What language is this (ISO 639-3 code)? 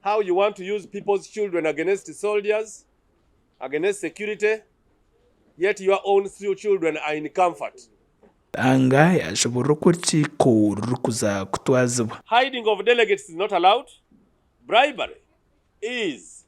nyn